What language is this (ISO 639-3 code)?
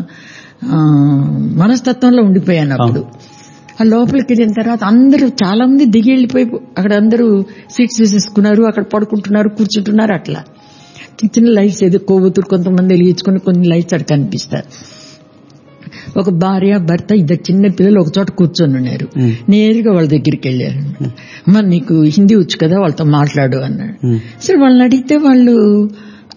tel